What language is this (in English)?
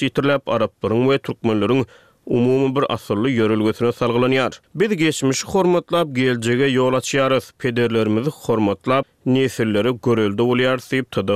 Turkmen